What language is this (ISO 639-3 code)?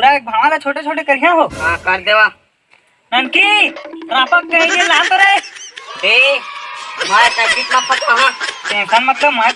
hne